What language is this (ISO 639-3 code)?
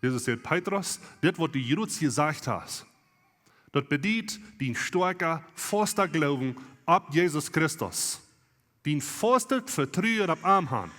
pdt